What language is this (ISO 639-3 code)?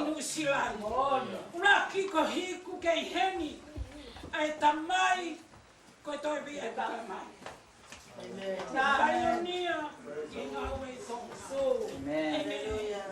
ton